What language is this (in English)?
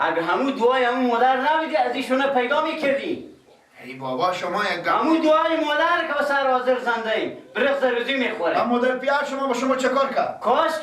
Persian